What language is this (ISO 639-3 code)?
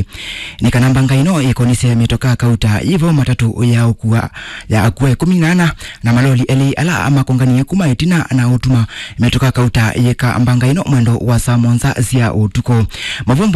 kam